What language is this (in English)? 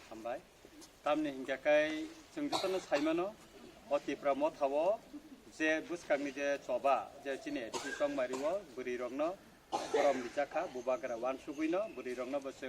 Kok Borok